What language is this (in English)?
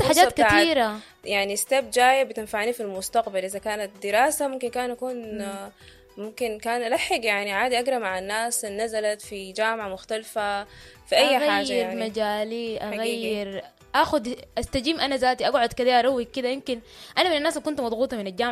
Sudanese Arabic